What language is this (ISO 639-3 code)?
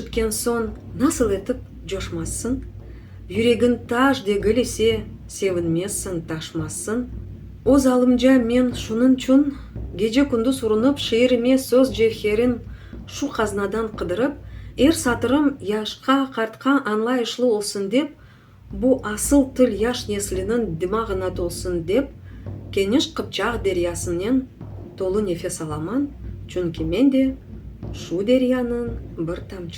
crh